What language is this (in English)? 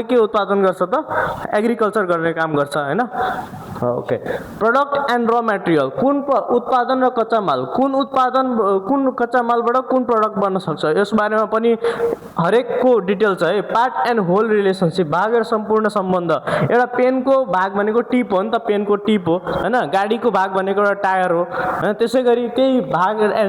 Nepali